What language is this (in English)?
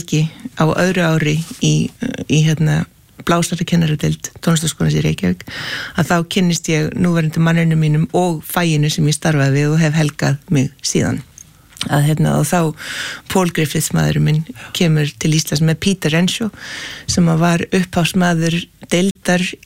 Icelandic